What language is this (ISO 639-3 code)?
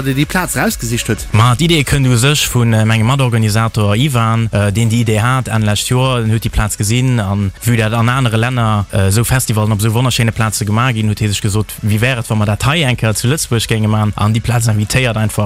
ltz